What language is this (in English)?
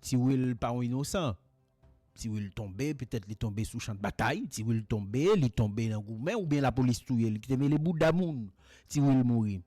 Haitian Creole